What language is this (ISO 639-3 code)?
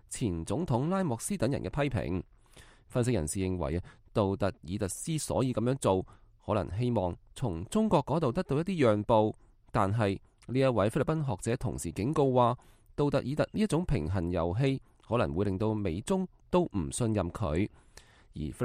yue